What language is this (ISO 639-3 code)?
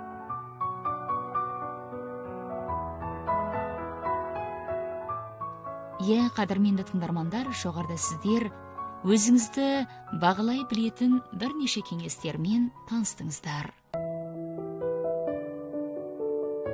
kaz